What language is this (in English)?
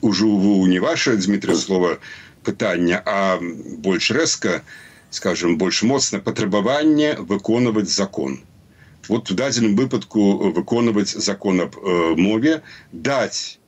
Belarusian